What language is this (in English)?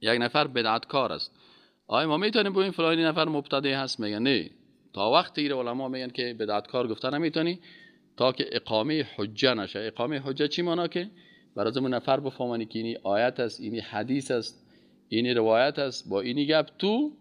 Persian